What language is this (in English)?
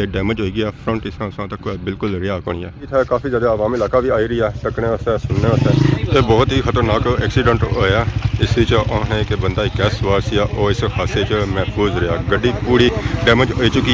Pahari-Potwari